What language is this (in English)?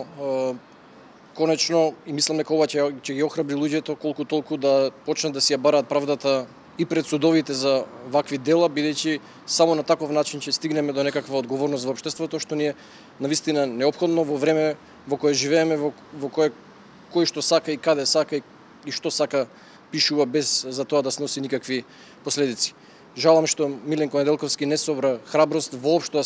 Macedonian